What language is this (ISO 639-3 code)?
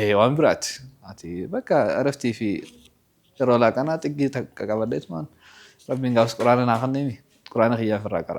orm